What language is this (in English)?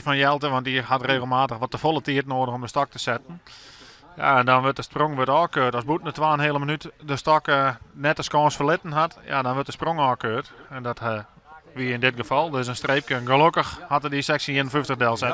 Western Frisian